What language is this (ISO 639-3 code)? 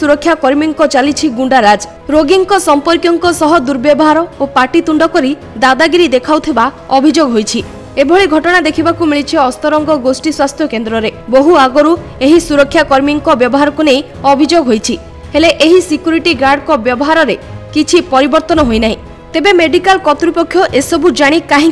ori